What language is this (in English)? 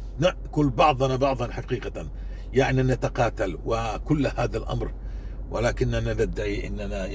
North Levantine Arabic